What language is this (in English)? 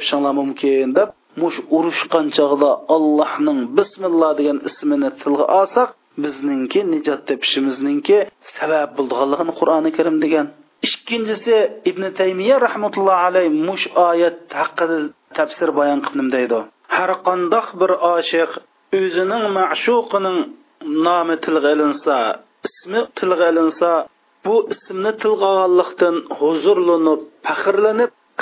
Uyghur